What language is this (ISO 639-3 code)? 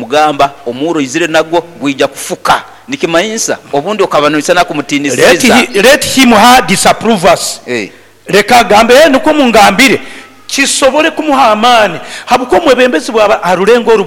nyo